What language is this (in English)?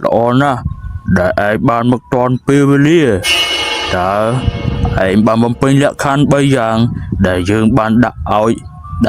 Khmer